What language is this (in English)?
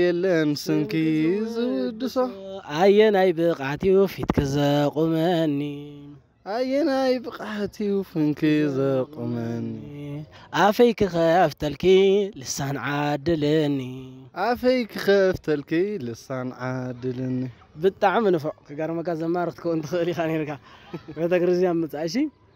Tigrinya